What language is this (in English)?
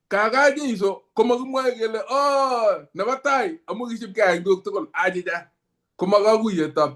Kalenjin